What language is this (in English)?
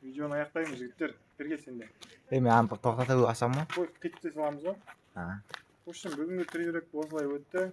Kazakh